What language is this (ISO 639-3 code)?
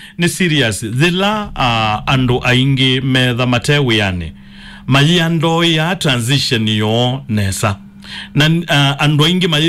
kam